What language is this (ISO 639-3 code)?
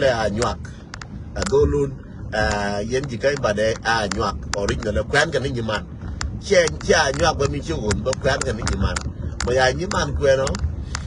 nus